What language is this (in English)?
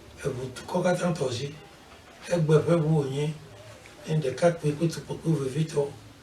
Ewe